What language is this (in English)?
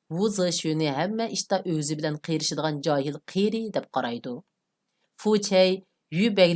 Uyghur